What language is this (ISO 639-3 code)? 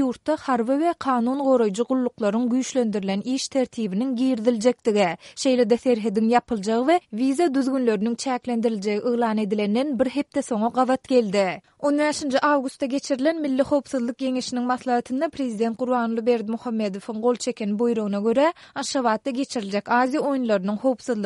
tuk